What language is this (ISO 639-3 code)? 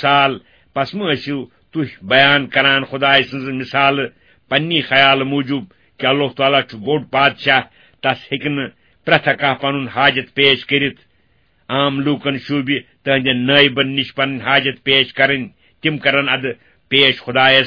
kas